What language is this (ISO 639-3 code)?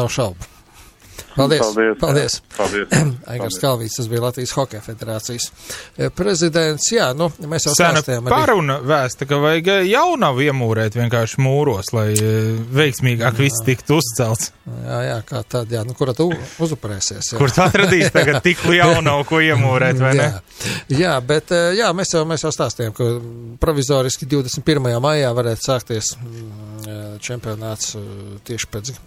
lav